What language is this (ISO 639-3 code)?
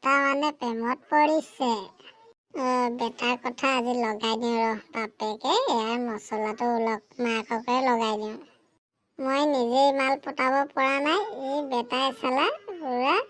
asm